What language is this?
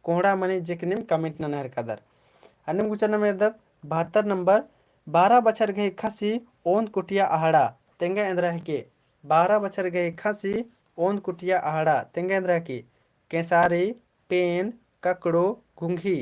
Kurukh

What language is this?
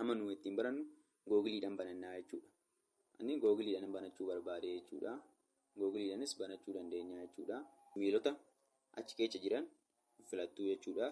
Oromo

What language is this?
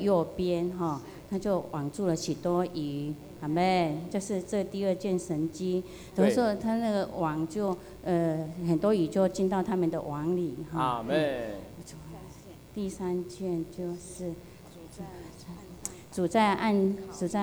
Chinese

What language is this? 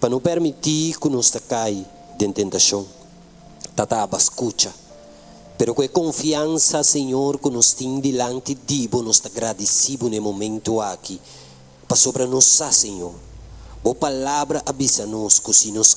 Papiamento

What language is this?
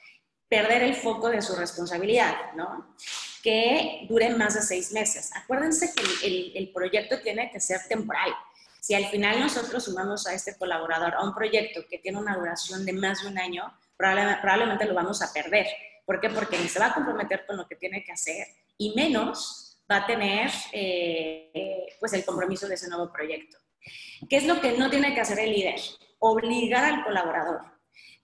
Spanish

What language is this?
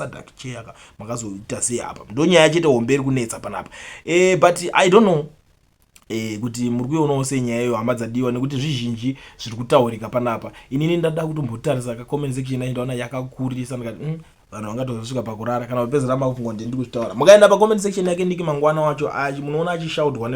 Shona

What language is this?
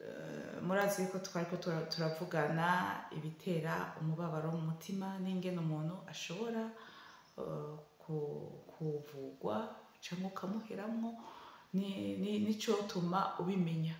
Rundi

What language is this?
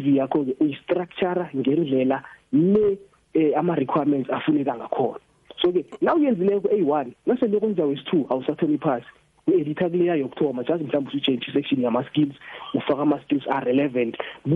South Ndebele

